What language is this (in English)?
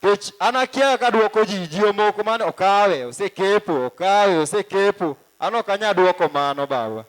Luo (Kenya and Tanzania)